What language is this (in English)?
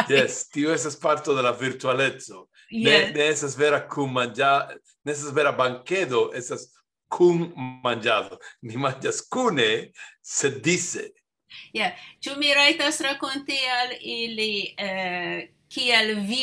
Esperanto